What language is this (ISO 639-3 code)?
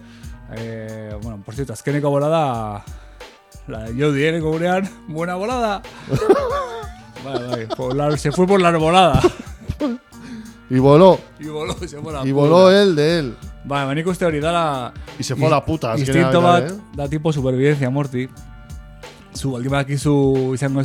eus